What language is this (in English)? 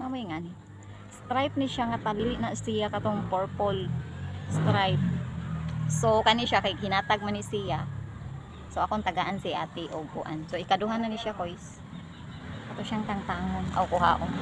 Cebuano